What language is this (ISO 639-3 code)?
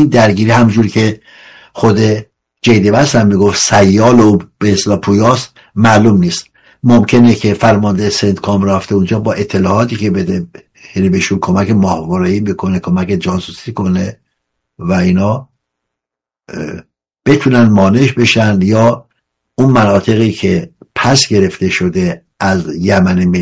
fas